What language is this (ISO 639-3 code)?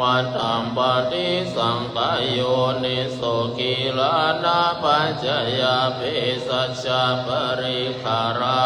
pli